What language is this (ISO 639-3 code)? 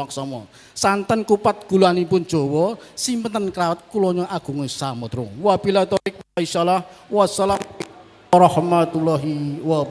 jav